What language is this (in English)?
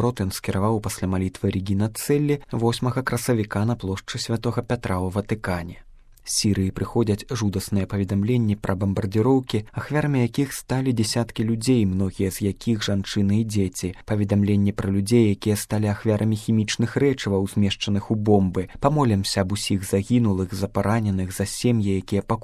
Belarusian